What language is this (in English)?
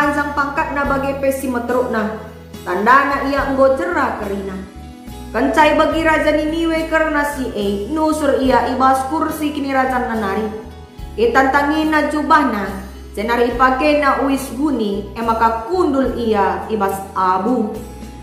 Batak Karo